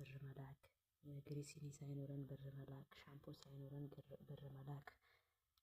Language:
Amharic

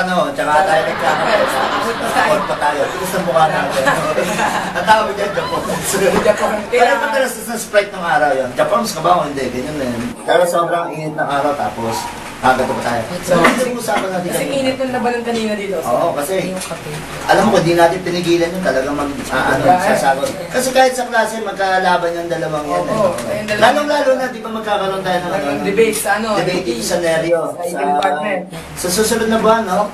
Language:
Filipino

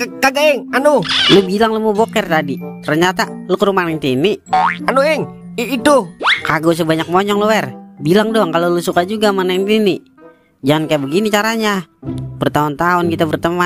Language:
Betawi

